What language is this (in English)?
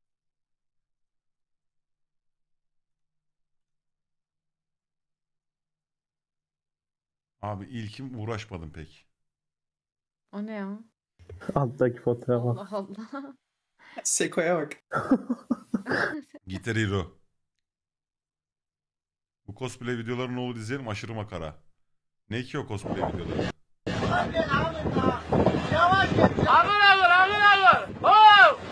Turkish